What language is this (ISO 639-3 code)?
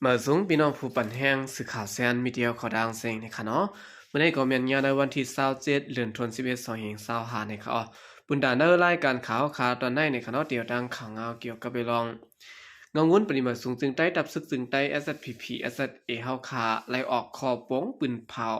shn